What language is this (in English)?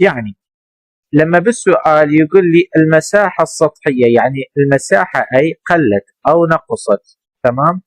Mesopotamian Arabic